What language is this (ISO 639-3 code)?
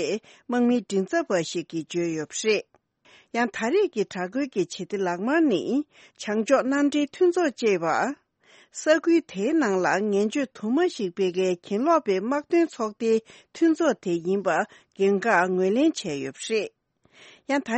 bod